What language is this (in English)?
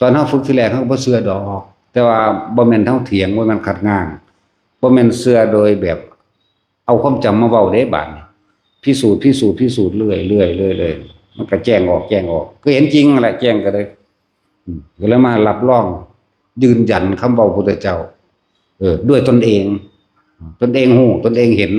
Northeastern Thai